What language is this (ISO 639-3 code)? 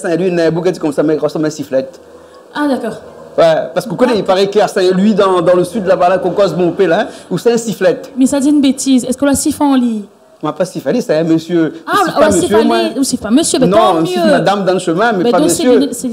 rcf